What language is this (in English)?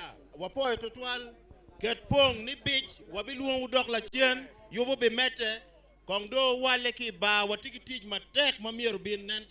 Acoli